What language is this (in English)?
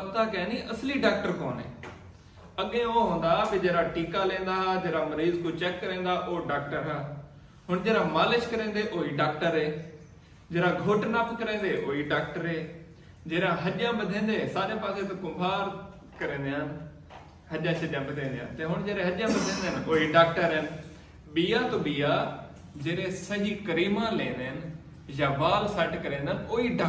Saraiki